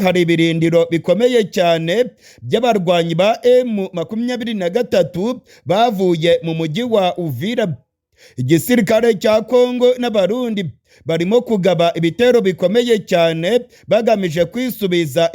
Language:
Rundi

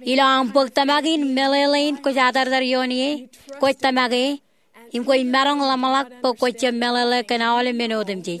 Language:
Marshallese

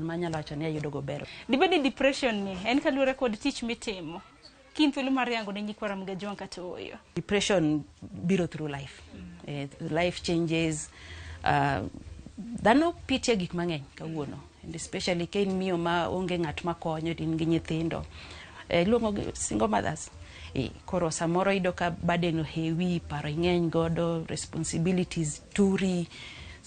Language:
Luo (Kenya and Tanzania)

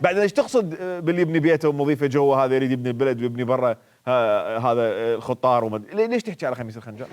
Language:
Mesopotamian Arabic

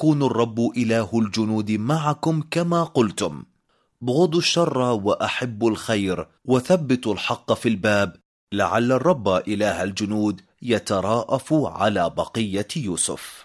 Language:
Arabic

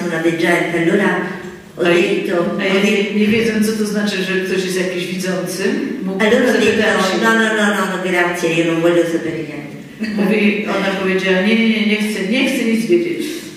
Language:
Polish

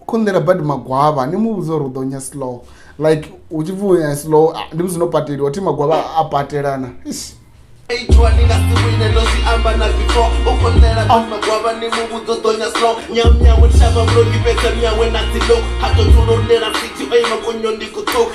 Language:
Venda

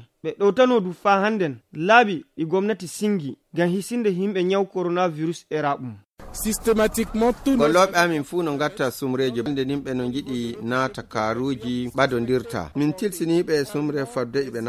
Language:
Nigerian Fulfulde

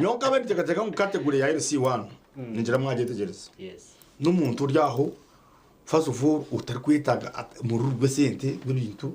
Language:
Nyankole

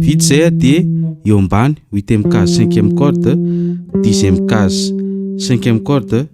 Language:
Malagasy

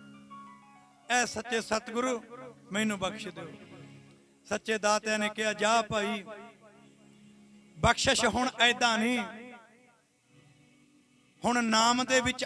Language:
Punjabi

